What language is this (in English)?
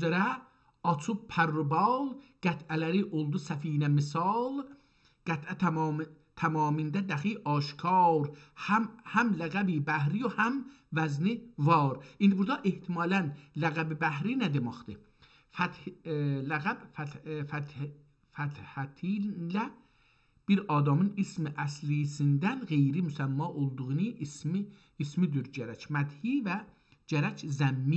South Azerbaijani